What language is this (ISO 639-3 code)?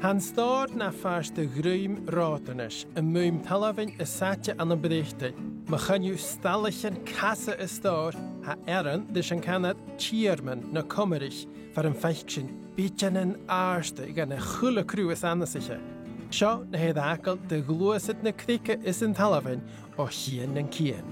gla